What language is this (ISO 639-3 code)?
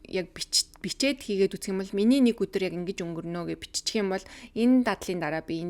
mon